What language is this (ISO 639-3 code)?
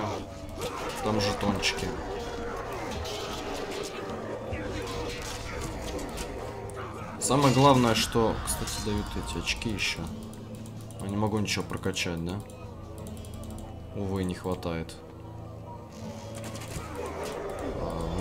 rus